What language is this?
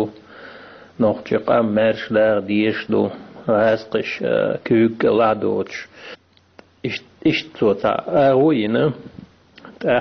Chechen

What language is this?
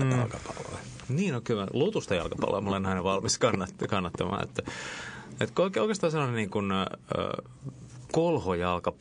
Finnish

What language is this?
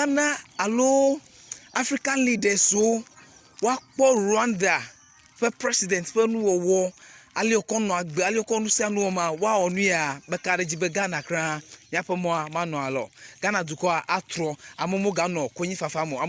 Ewe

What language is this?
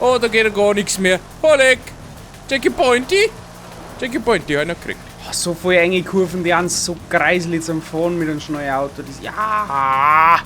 Bavarian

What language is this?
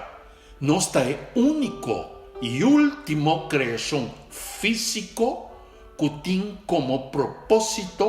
Papiamento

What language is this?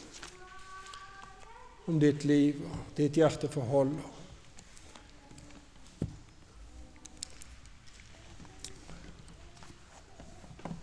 Norwegian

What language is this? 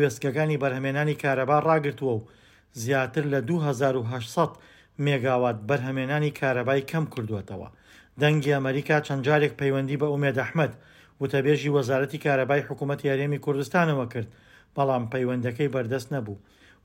Central Kurdish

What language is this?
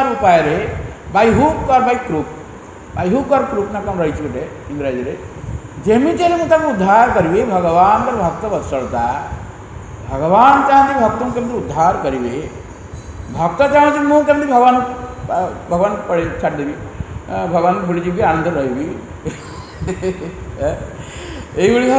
Odia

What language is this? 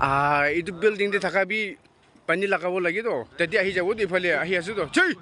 Naga Pidgin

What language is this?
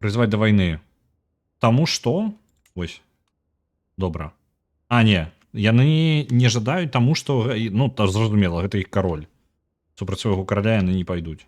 Belarusian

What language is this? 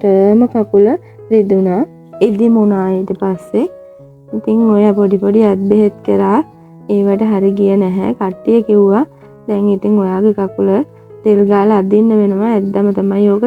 Sinhala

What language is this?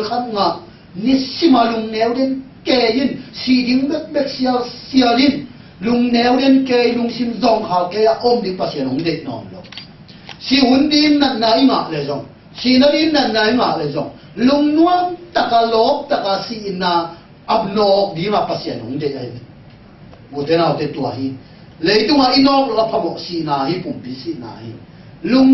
Tedim Chin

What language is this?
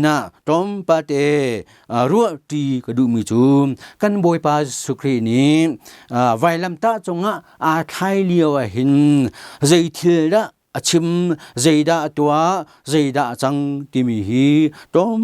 Hakha Chin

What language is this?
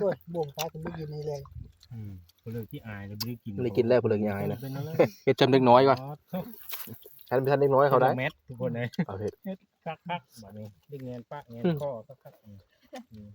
Northeastern Thai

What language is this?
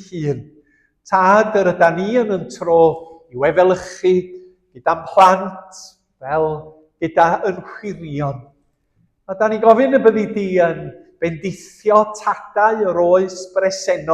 Welsh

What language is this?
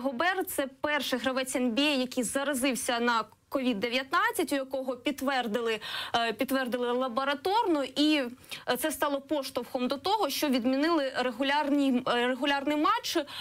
Ukrainian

